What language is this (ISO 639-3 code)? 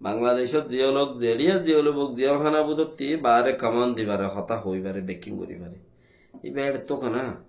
rhg